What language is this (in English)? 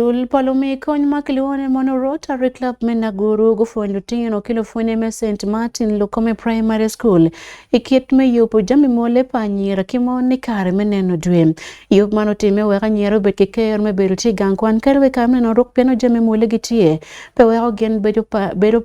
Acoli